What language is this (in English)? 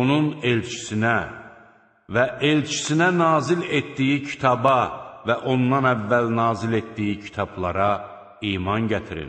Azerbaijani